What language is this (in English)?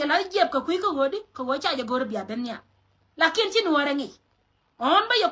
Nuer